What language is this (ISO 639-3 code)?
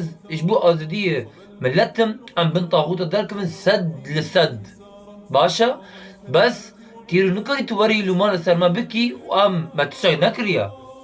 kur